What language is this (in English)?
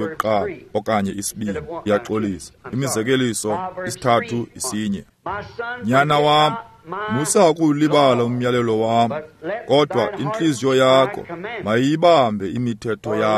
Xhosa